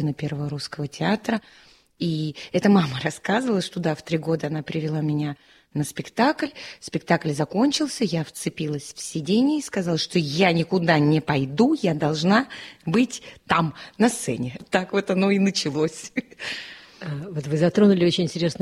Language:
Russian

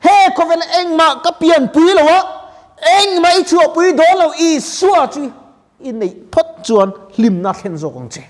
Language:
Mizo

